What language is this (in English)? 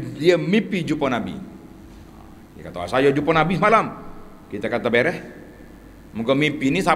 Malay